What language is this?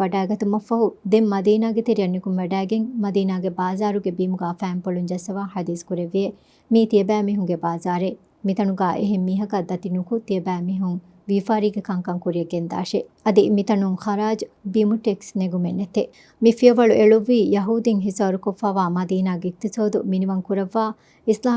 Divehi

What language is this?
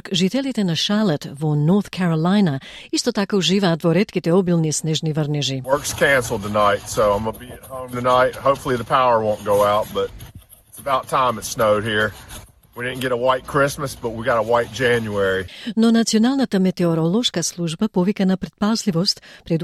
Macedonian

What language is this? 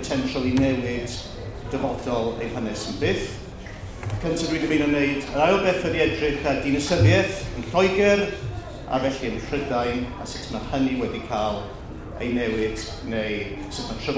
Welsh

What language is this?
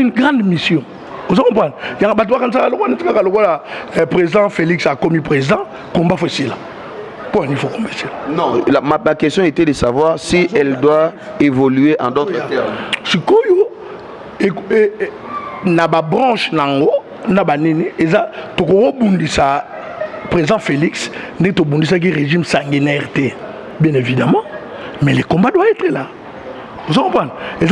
Lingala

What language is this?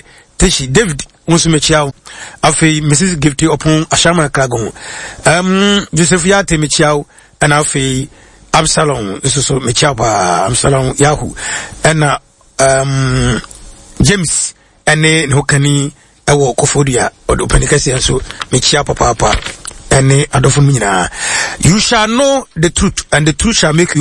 Akan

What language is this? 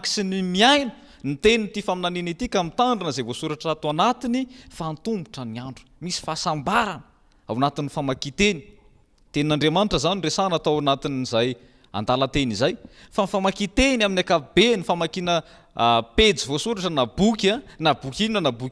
Malagasy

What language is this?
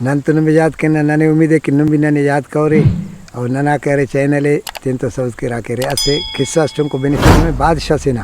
Brahui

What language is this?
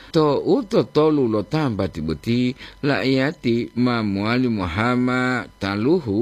Gorontalo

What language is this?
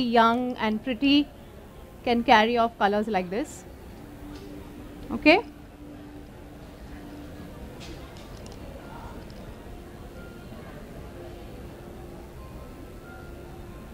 English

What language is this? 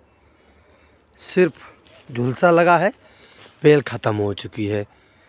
Hindi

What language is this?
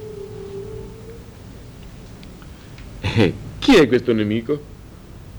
Italian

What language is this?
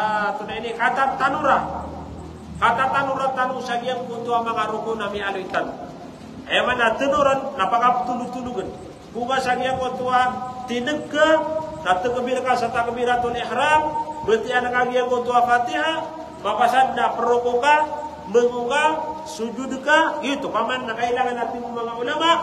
Maranao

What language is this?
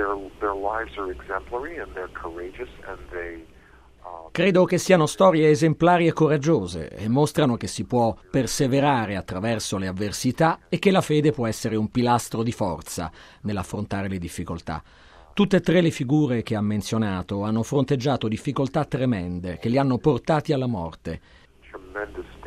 Italian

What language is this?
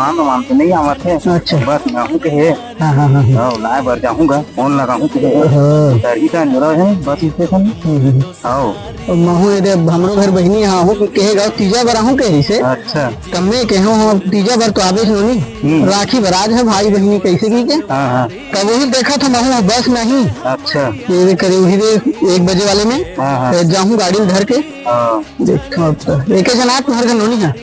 Chhattisgarhi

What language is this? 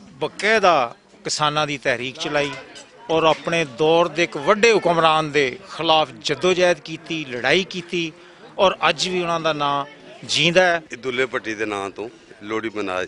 Western Panjabi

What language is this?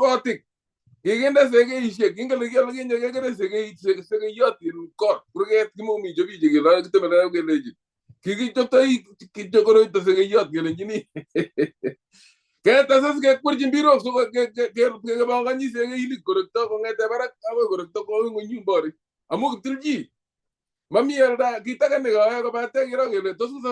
Kalenjin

